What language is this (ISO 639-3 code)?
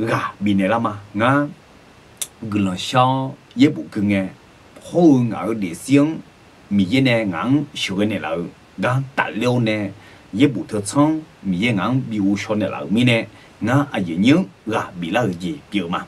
ahk